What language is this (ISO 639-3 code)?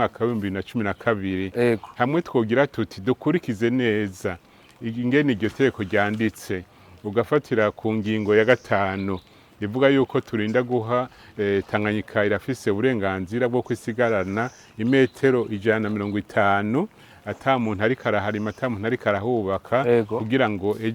run